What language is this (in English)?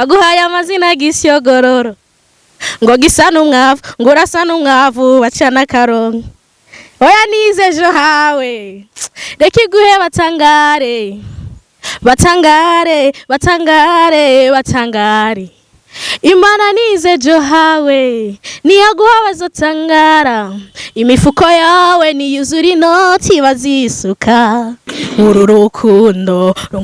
Rundi